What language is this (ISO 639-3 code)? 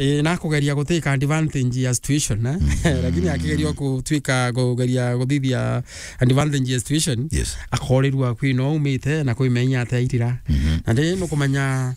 mer